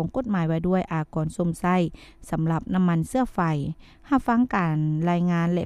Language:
Lao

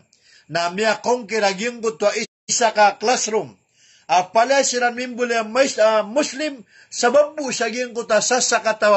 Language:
Maranao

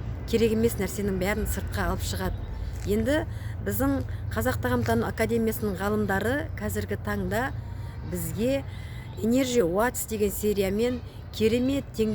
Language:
Kazakh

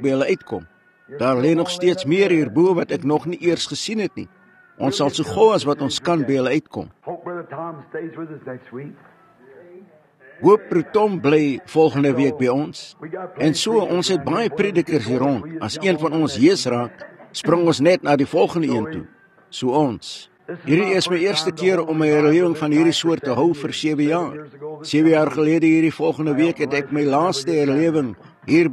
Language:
Afrikaans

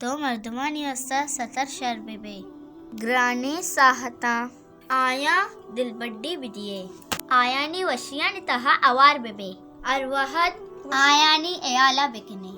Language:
Baluchi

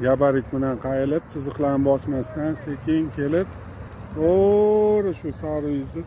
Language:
Uzbek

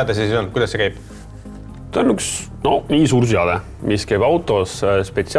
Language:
Estonian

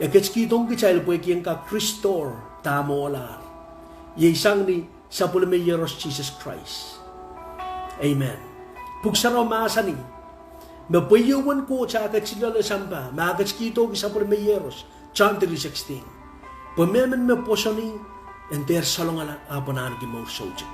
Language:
Pohnpeian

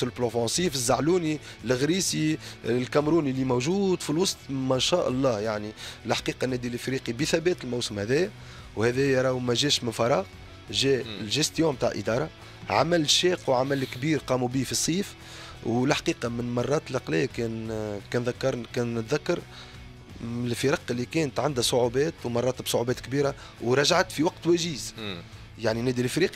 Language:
Tunisian Arabic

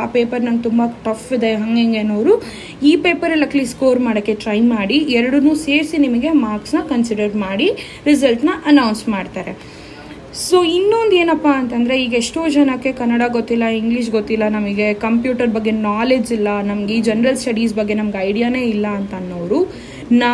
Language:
Kannada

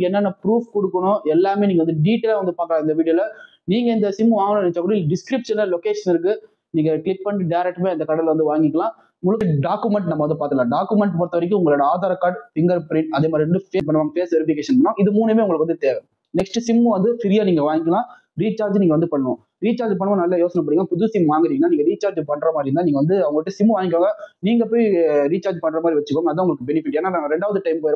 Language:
Tamil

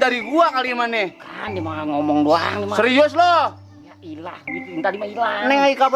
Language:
Betawi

